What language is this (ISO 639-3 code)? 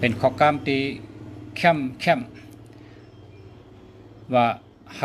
shn